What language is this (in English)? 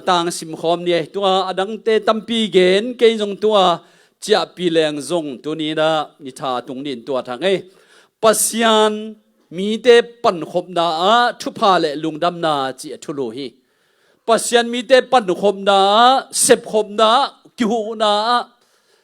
Tedim Chin